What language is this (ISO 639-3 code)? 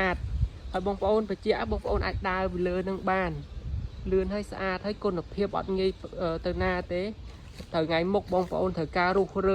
khm